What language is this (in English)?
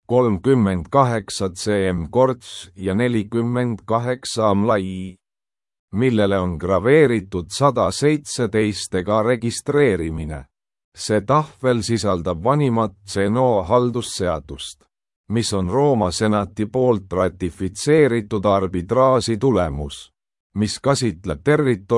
Estonian